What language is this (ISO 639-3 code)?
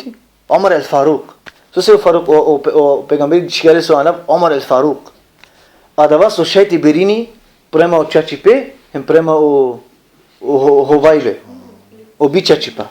rmn